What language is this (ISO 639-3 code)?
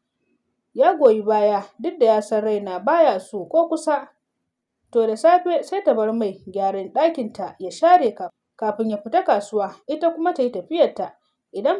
hau